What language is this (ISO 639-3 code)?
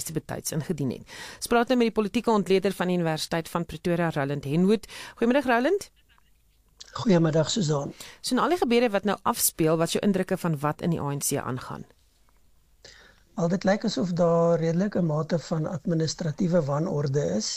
afr